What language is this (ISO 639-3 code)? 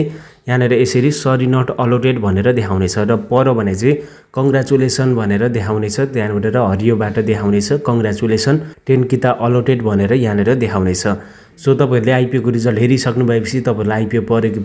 nep